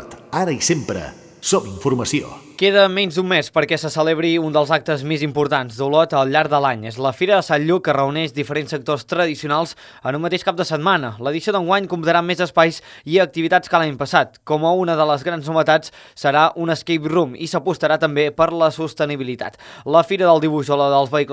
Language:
Catalan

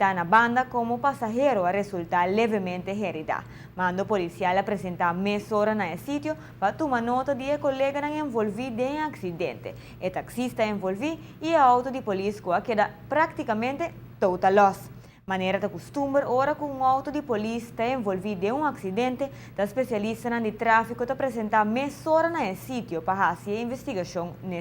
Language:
Papiamento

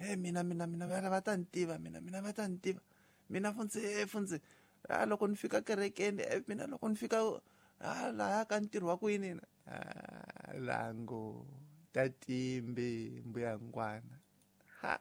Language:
Tsonga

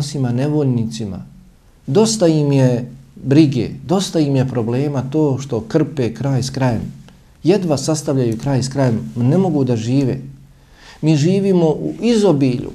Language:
Bosnian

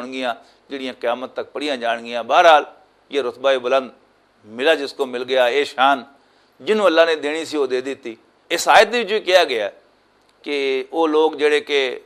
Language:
Western Panjabi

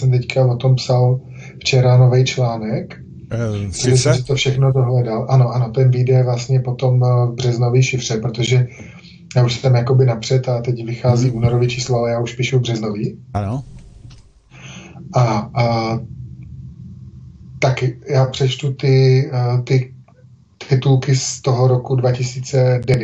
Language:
Czech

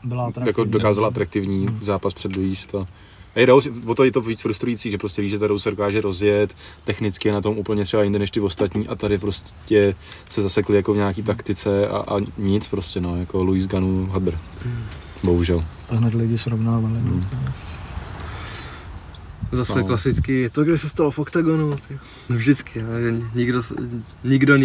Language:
Czech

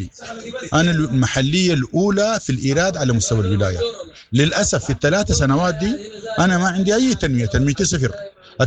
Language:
Sudanese Arabic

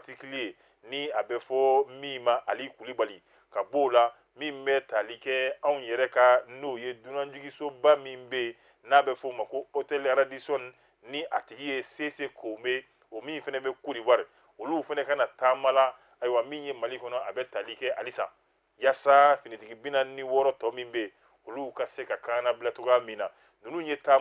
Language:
Bambara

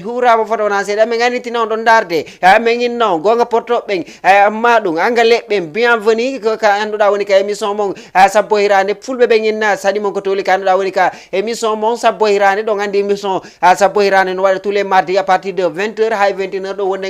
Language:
Fula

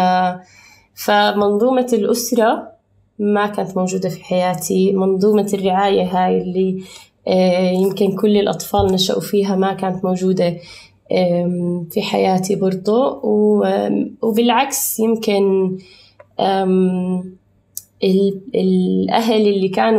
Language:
North Levantine Arabic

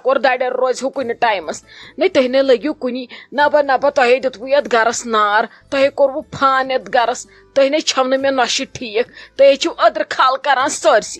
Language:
Kashmiri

